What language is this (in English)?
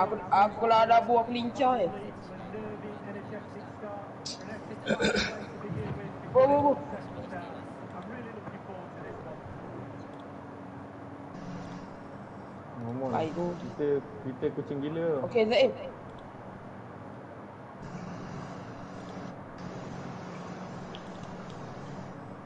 Malay